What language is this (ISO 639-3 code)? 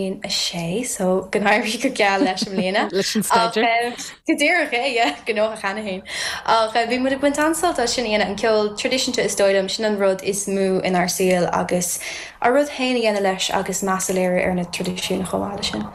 gle